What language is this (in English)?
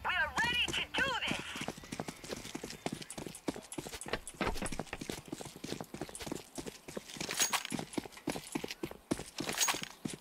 English